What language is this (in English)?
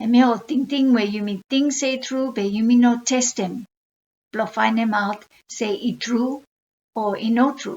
Bislama